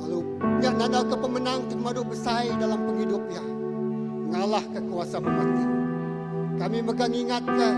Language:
Iban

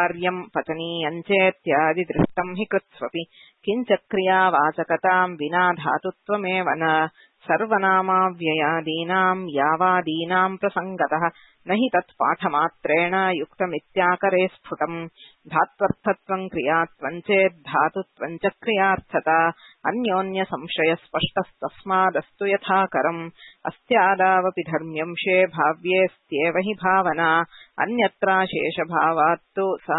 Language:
Sanskrit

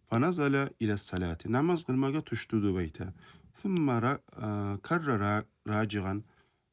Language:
Kumyk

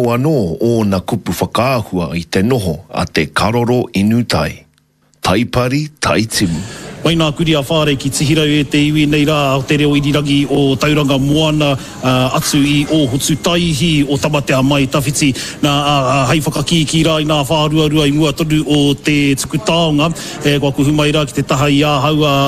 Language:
Māori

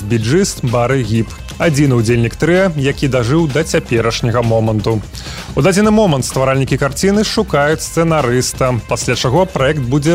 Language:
Belarusian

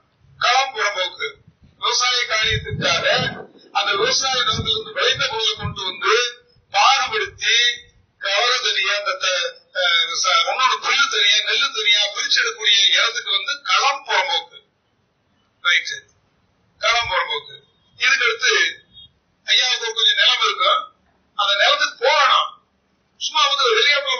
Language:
Tamil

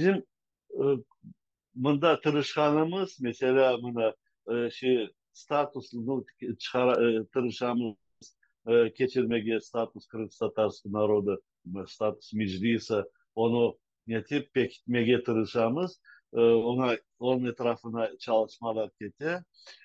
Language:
Crimean Tatar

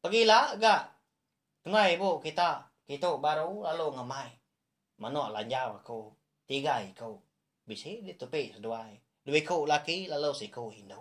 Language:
Iban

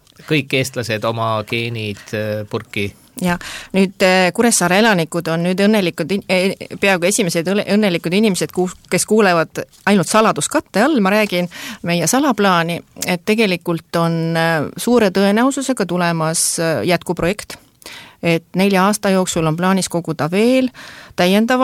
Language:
Estonian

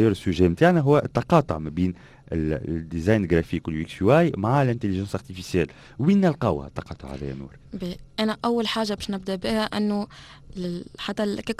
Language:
Tunisian Arabic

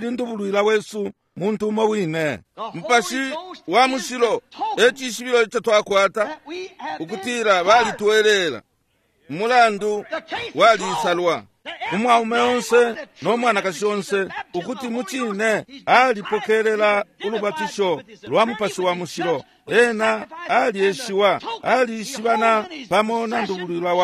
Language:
Bemba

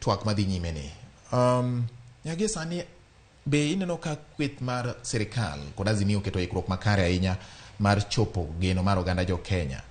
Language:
Luo (Kenya and Tanzania)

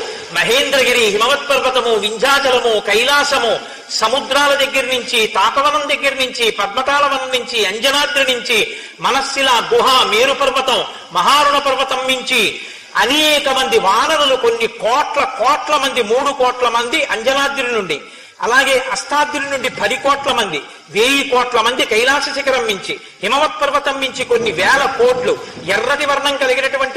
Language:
Telugu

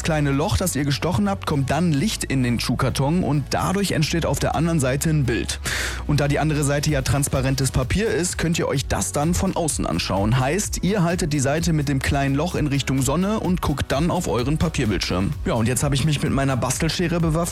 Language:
German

